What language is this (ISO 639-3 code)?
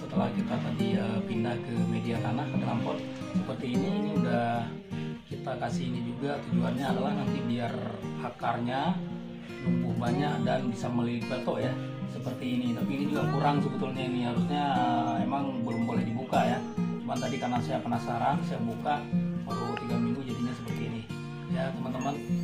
ind